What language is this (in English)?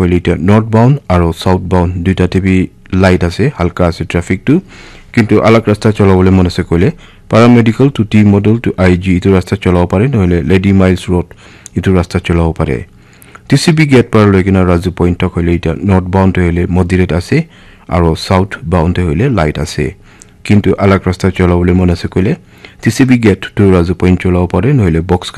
Naga Pidgin